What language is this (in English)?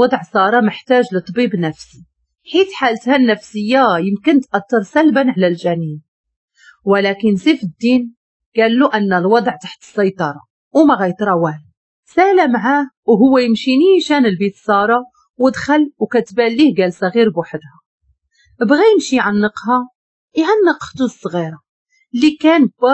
Moroccan Arabic